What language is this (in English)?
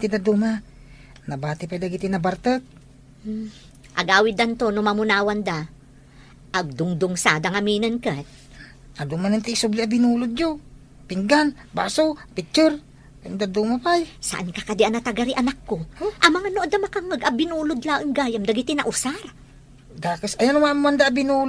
Iloko